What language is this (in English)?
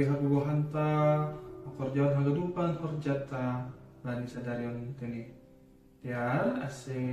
Batak Simalungun